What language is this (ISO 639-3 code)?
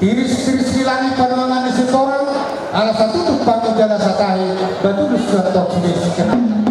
bbc